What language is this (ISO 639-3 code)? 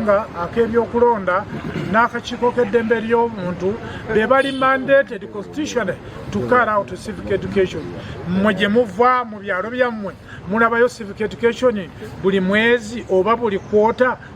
lug